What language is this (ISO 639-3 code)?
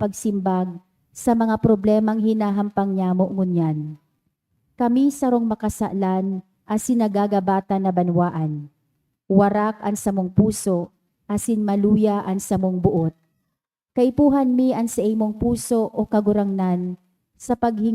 bik